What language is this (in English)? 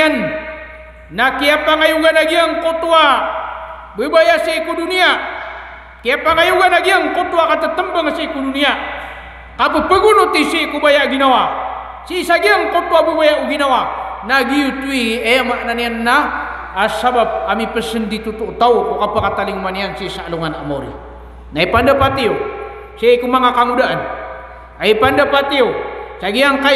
Maranao